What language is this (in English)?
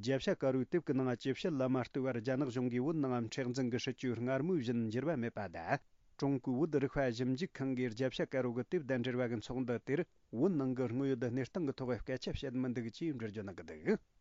Tibetan